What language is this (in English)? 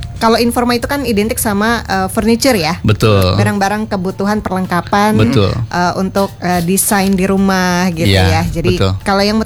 Indonesian